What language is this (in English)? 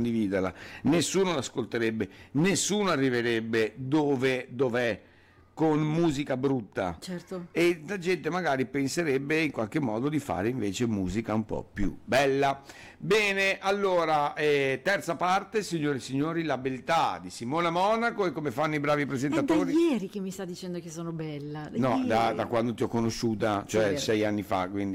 Italian